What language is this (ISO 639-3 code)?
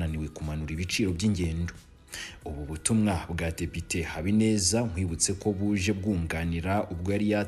kin